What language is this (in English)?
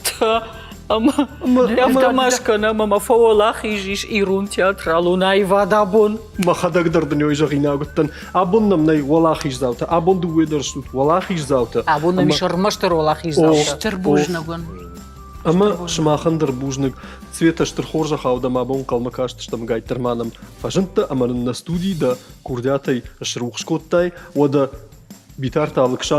Ossetic